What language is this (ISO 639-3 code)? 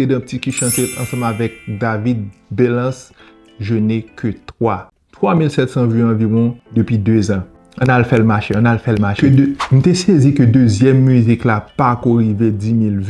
hat